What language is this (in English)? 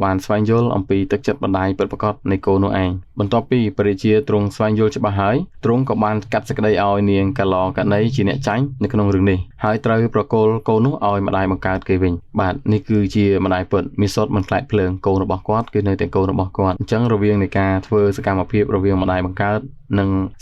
Khmer